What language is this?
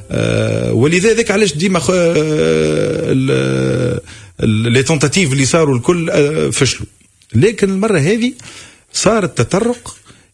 Tunisian Arabic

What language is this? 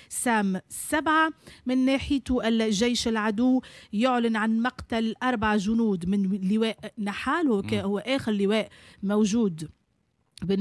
Tunisian Arabic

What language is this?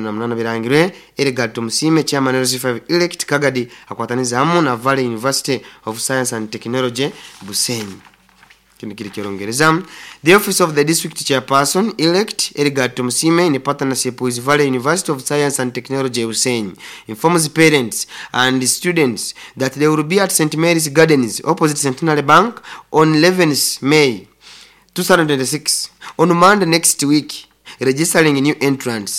Nyoro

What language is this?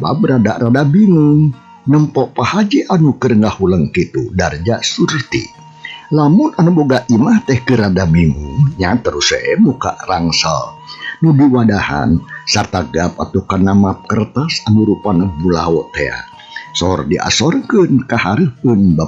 Sundanese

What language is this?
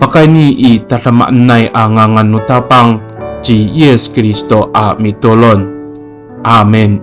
Amis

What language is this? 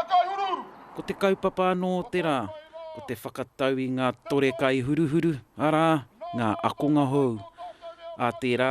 Māori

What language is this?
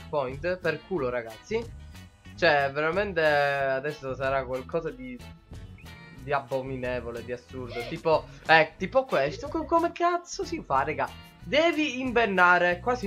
Italian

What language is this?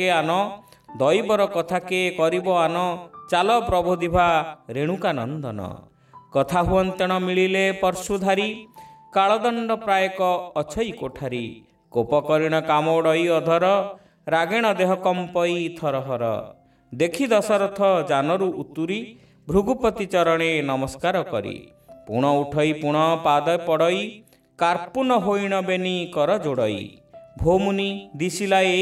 Odia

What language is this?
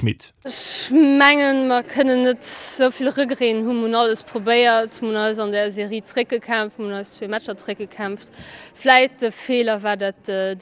Luxembourgish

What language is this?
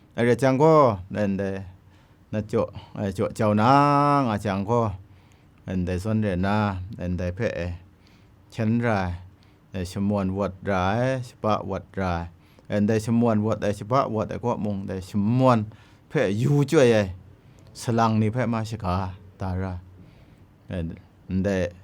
Kachin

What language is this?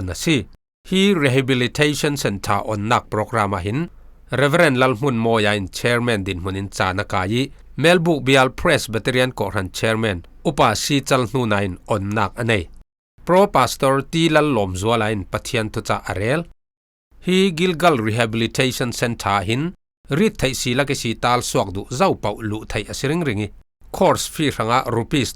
Falam Chin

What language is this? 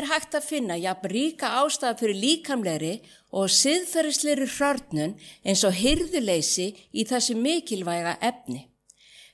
Icelandic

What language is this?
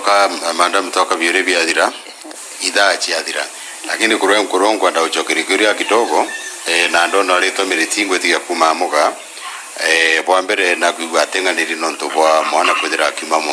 Meru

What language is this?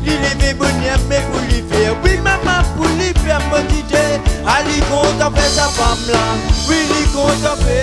Réunion Creole French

